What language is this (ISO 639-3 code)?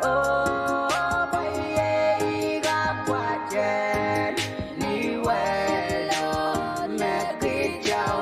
pon